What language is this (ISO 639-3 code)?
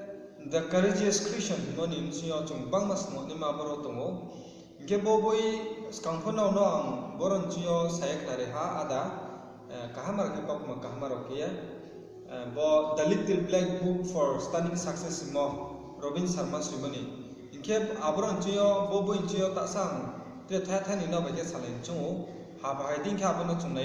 ria